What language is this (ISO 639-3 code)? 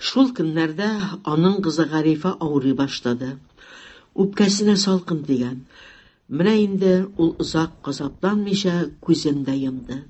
tat